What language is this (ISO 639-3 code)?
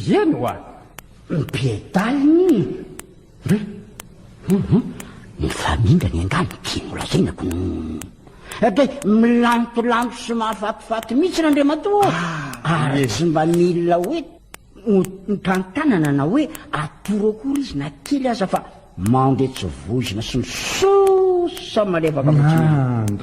mlg